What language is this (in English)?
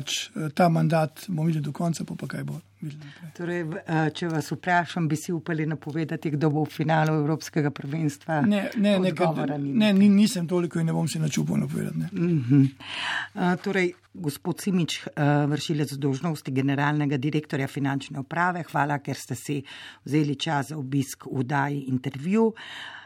Slovenian